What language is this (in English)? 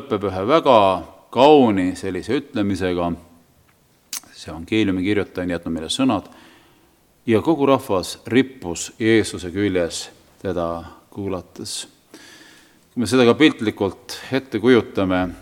Estonian